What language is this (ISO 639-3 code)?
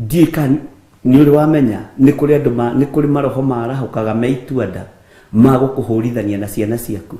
kik